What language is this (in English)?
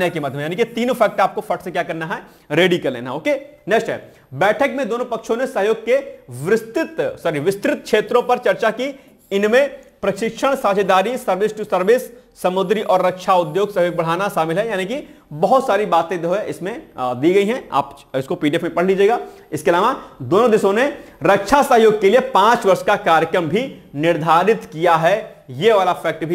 Hindi